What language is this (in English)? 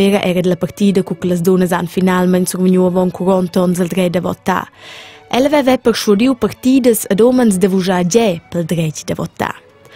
Romansh